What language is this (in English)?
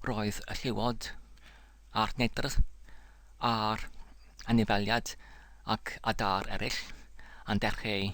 Welsh